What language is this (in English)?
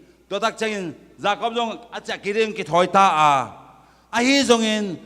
Tedim Chin